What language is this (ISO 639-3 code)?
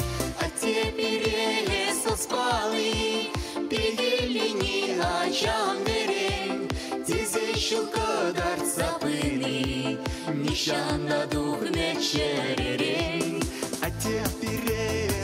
chv